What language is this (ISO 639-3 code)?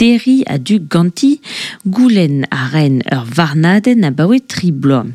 bre